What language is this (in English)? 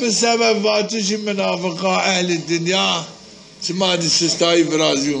Zaza